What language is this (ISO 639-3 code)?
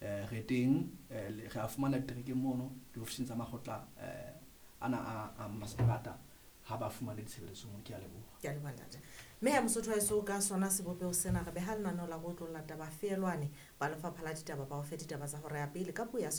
sot